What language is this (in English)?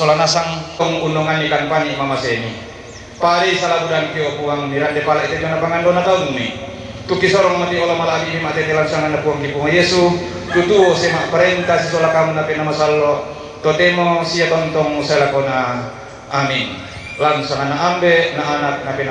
Toraja-Sa'dan